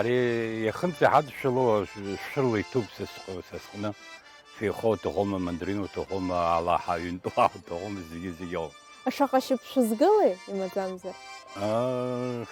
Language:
Abkhazian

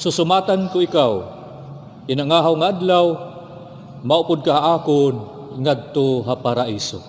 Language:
Waray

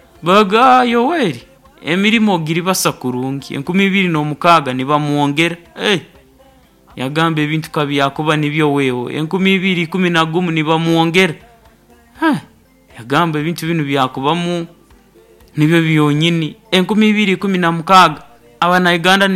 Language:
Nyoro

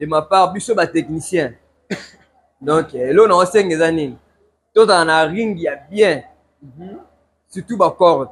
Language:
Lingala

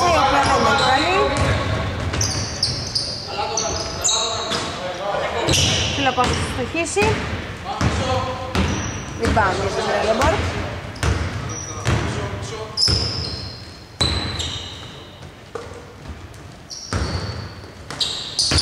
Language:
Greek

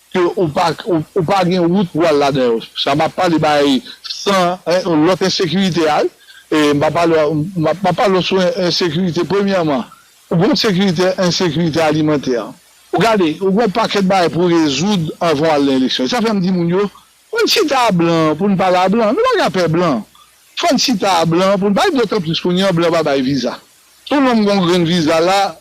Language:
Haitian Creole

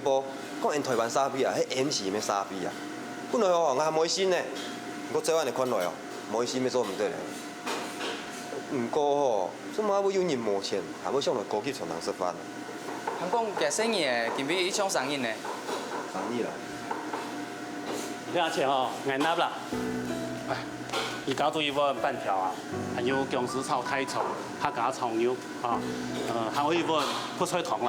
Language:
Hakka Chinese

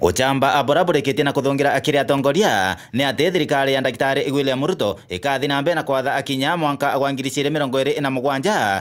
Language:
Meru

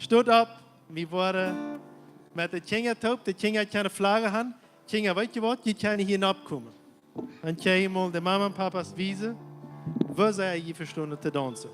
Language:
Plautdietsch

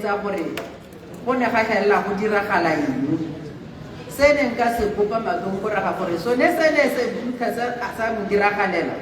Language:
Tswana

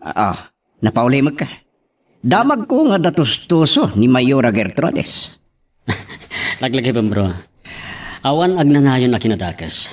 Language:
Iloko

